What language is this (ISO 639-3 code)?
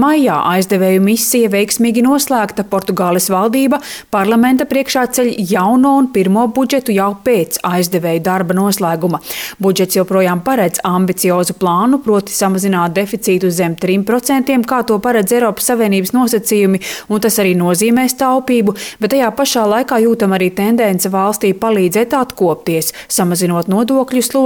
lav